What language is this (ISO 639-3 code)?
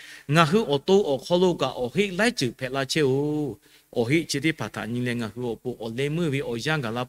lhu